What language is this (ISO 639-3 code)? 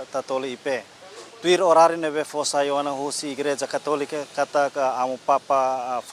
tet